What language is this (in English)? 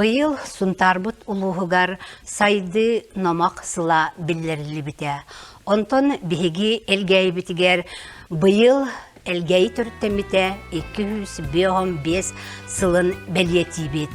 Yakut